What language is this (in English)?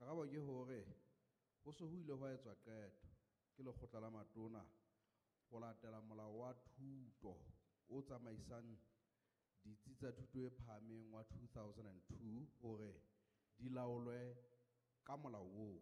Southern Sotho